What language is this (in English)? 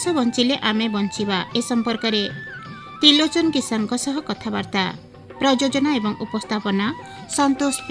Odia